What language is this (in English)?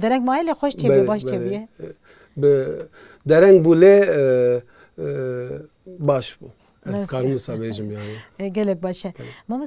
Kurdish